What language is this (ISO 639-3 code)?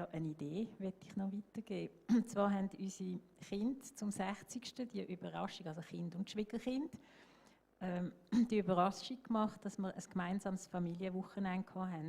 gsw